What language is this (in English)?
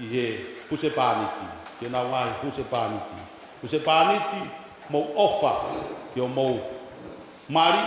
Tongan